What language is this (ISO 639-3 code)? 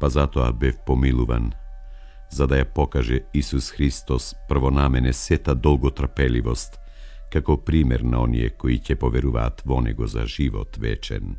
mkd